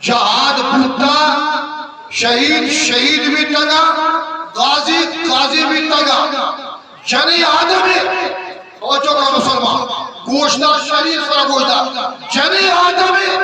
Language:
Eastern Balochi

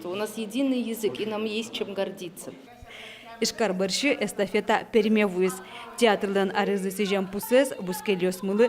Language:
Udmurt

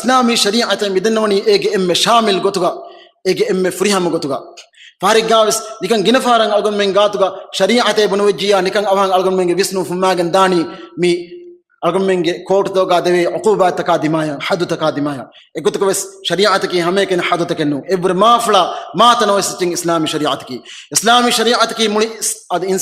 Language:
Divehi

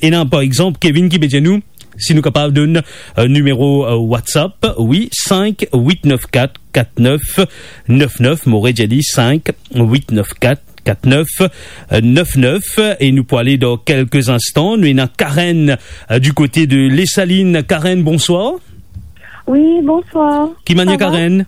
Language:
Morisyen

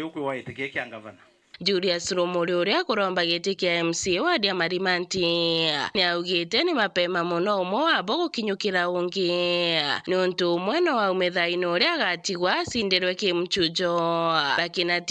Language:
Meru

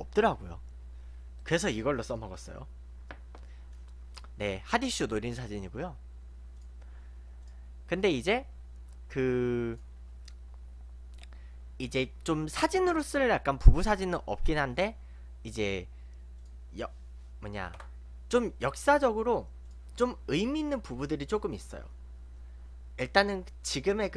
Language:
Korean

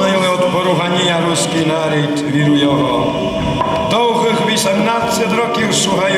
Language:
Rusyn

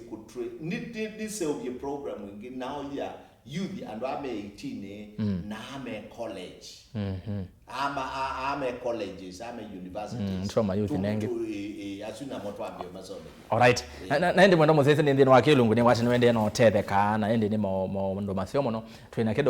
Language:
Kamba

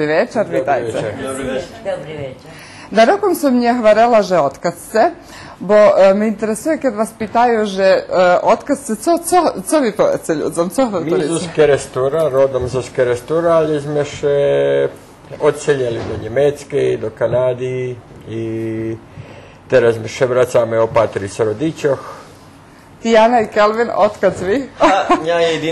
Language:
Rusyn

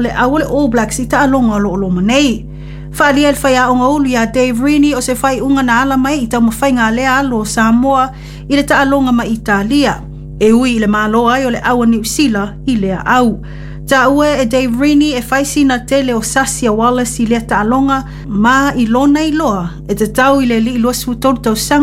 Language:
Samoan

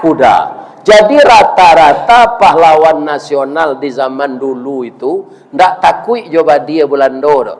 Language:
Minangkabau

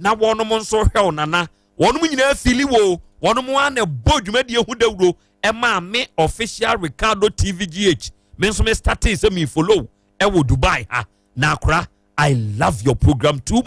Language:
Akan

